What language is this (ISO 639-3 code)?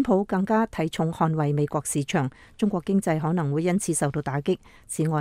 yue